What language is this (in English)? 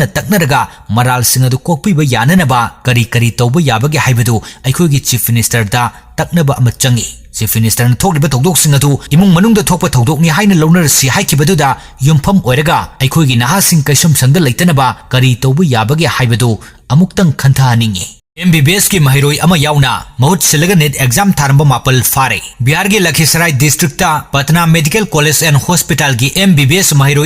Manipuri